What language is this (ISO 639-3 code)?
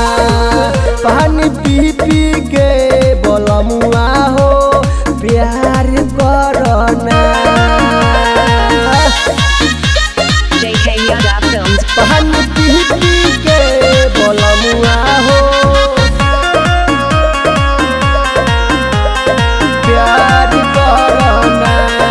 bho